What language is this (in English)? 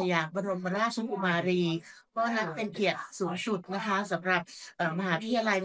Thai